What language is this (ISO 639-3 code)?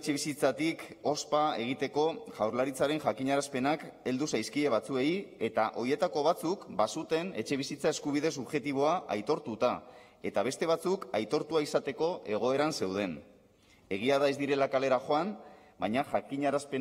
eus